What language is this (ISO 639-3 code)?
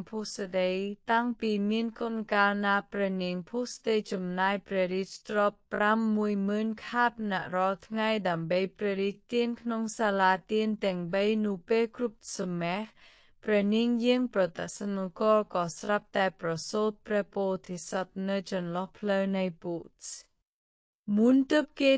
khm